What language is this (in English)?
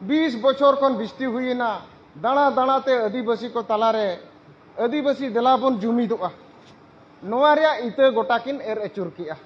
Santali